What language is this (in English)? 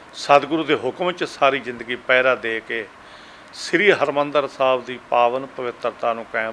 Punjabi